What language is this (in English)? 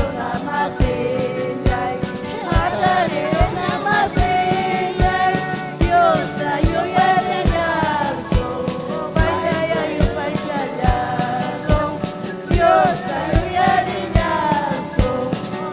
Ayacucho Quechua